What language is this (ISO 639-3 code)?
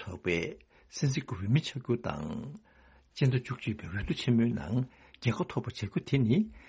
bod